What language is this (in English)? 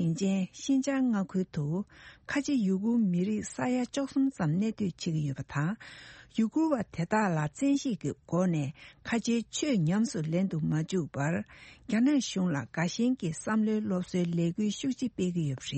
Tibetan